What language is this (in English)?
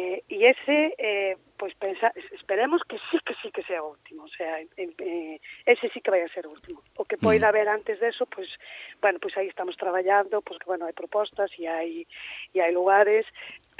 Galician